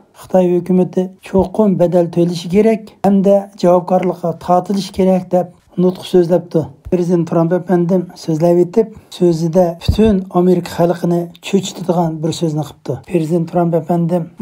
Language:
Uyghur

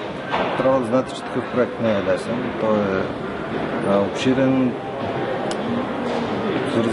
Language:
Bulgarian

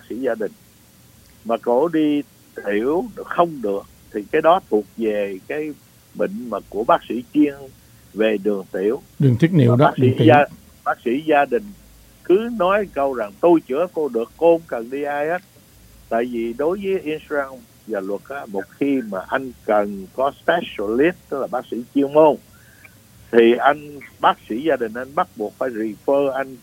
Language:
Vietnamese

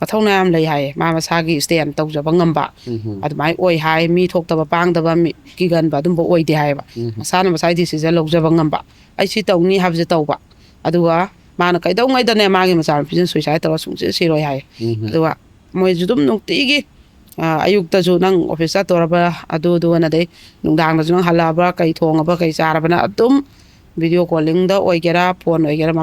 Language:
Manipuri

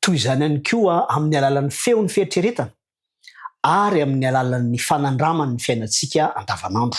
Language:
Malagasy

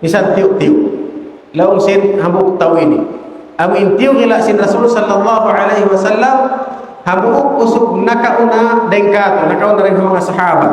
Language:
Tausug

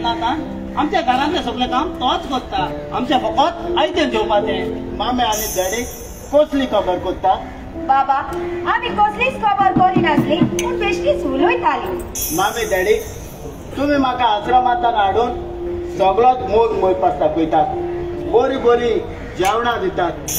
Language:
Konkani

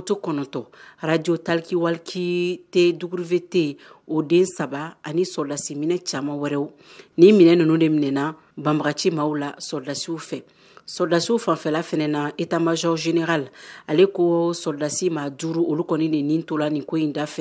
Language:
Bambara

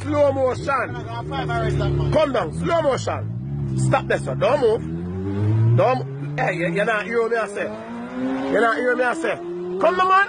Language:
Jamaican Creole English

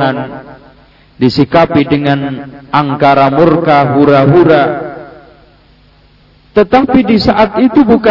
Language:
Indonesian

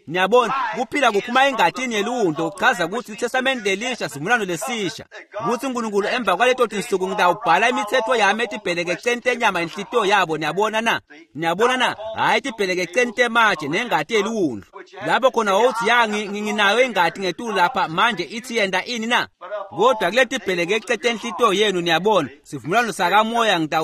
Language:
Swati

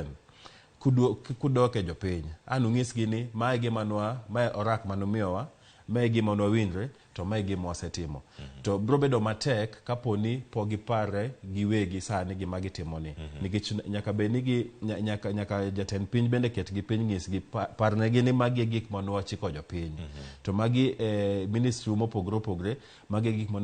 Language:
Luo (Kenya and Tanzania)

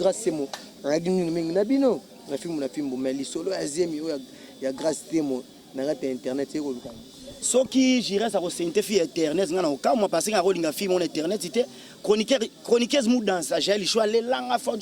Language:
Lingala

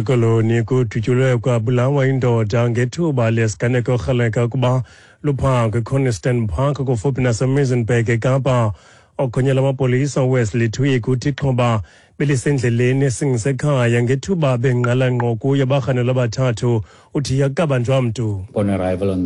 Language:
Xhosa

